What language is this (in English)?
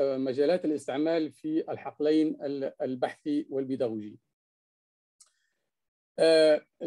Arabic